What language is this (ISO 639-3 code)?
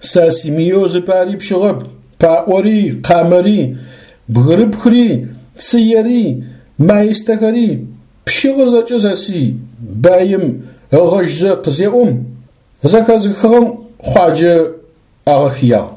ady